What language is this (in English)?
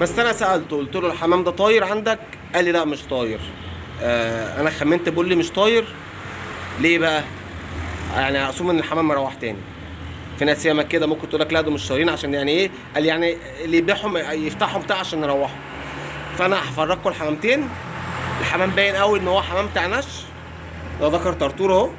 Egyptian Arabic